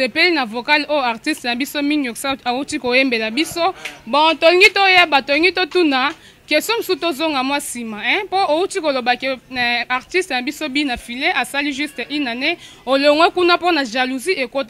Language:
Lingala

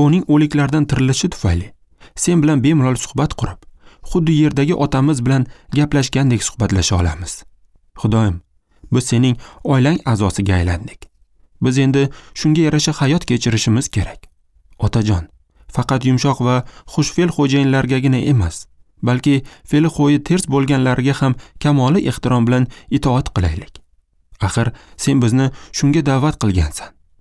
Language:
Uzbek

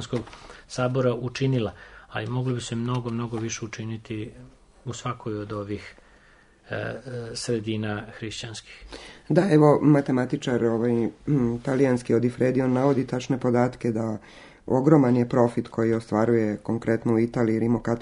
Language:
Serbian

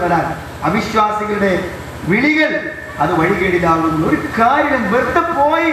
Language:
Malayalam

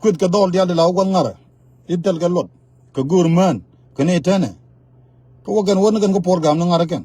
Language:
Nuer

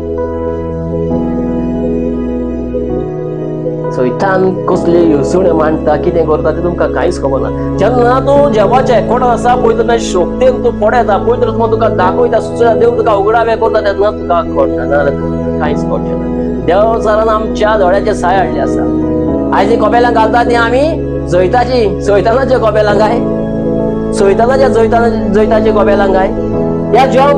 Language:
Konkani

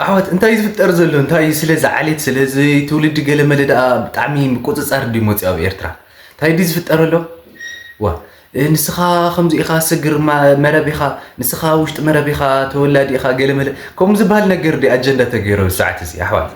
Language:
Tigrinya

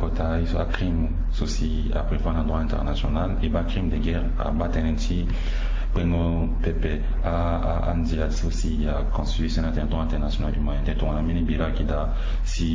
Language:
Sango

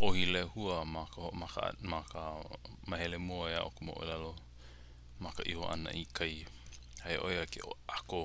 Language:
Hawaiian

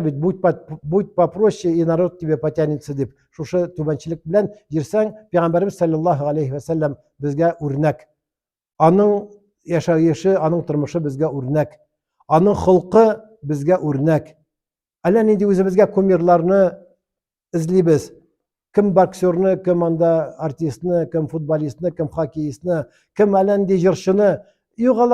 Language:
Tatar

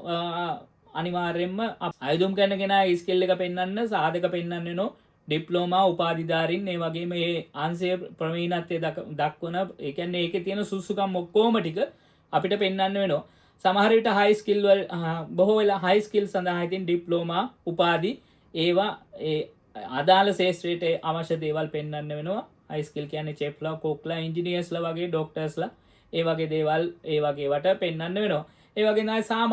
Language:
Sinhala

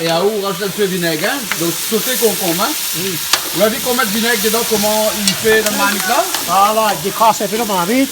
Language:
Réunion Creole French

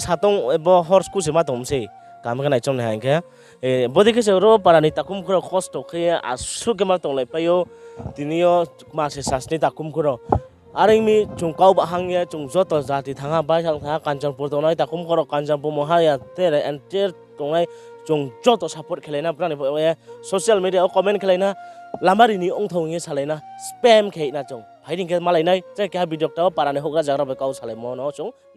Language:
Riang (India)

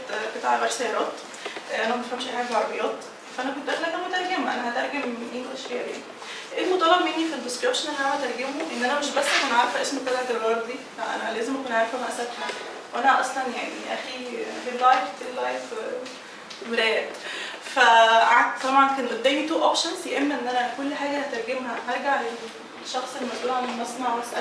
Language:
Egyptian Arabic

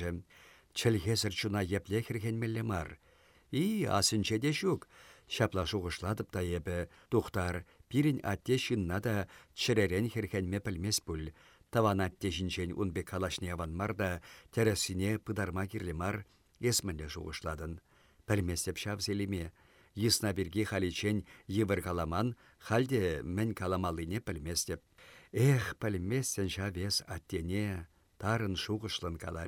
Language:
Chuvash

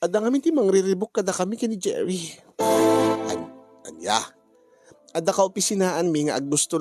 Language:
Iloko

